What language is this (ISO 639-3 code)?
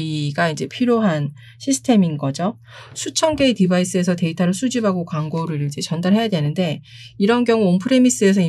kor